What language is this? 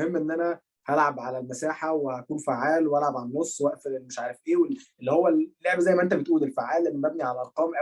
Egyptian Arabic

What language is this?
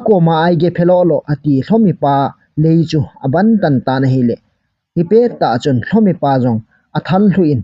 Thado Chin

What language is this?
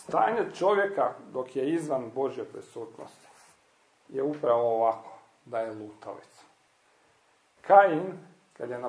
Croatian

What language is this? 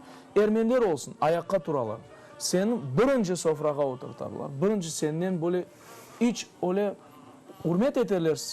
Crimean Tatar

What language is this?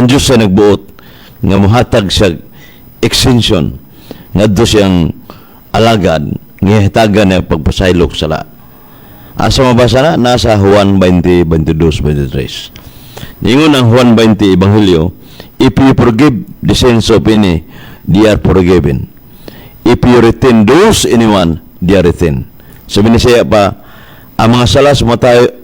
Cebuano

